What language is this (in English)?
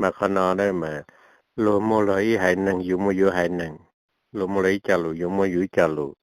Hmong